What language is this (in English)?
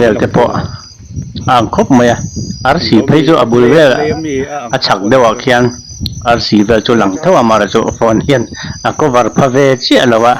Mizo